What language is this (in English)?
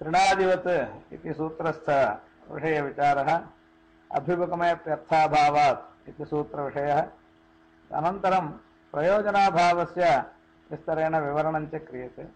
Sanskrit